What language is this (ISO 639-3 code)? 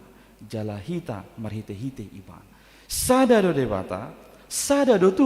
bbc